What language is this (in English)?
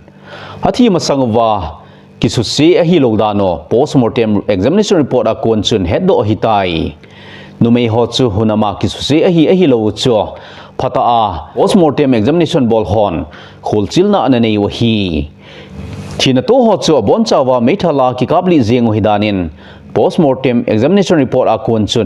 Thado Chin